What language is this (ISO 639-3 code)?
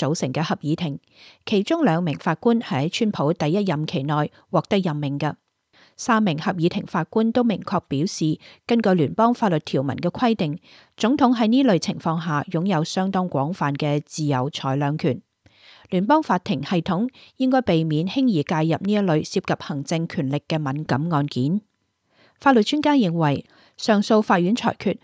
yue